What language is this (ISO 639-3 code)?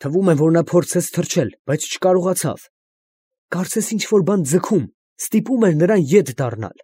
hye